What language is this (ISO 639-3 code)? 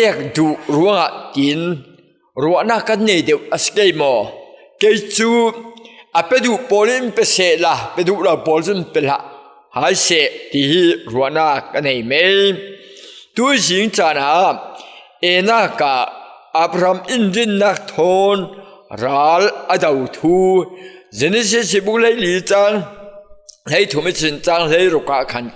cfm